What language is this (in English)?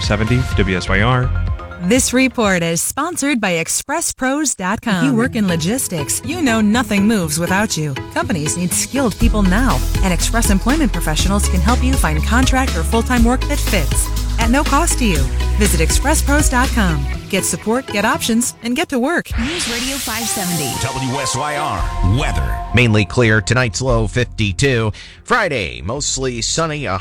English